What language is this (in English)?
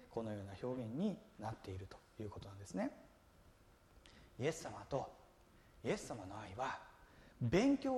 Japanese